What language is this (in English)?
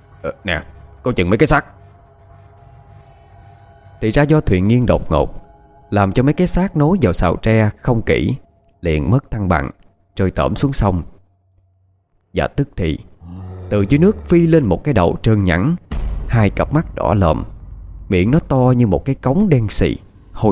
Vietnamese